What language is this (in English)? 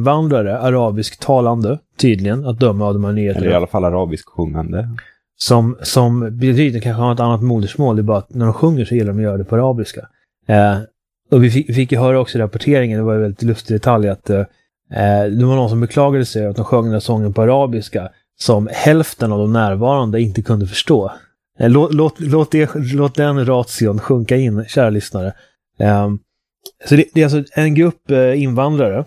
Swedish